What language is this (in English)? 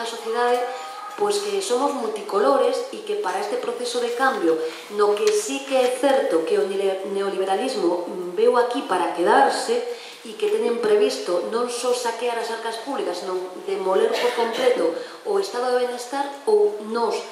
Galician